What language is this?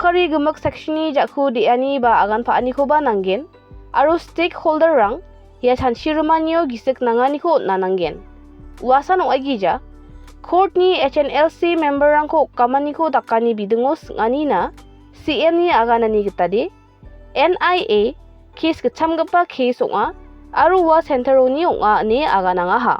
Garo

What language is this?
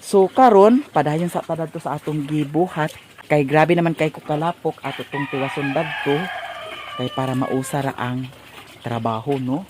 Cebuano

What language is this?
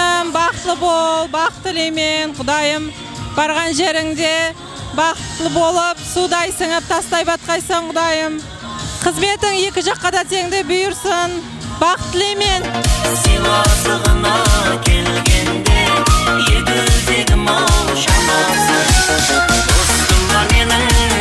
Kara-Kalpak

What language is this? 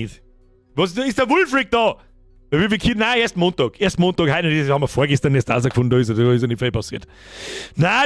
Bavarian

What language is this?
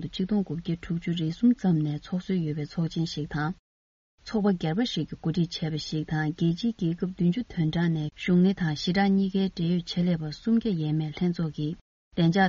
Tibetan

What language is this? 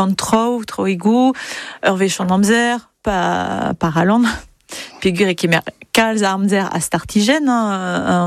Breton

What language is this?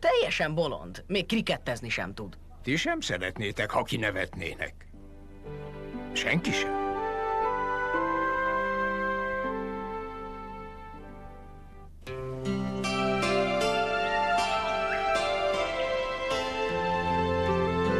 Hungarian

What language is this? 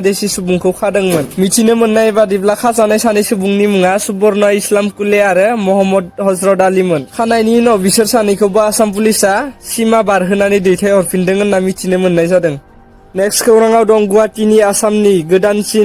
Bodo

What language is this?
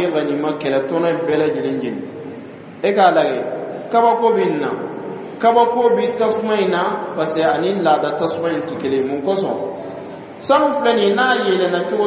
Dyula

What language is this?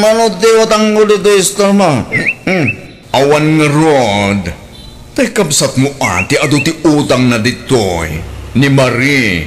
Iloko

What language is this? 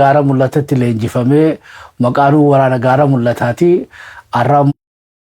Oromo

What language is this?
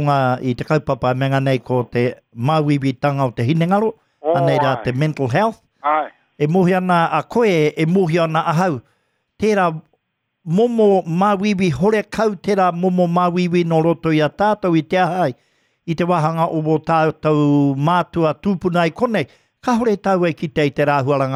Māori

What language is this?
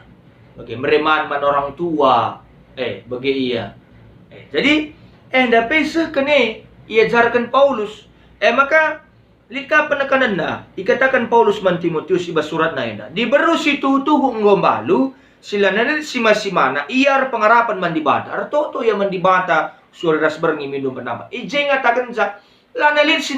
Batak Karo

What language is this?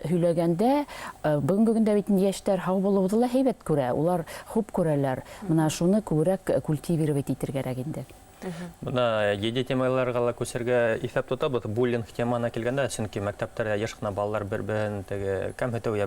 Bashkir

